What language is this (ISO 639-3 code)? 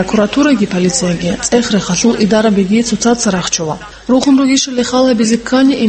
ava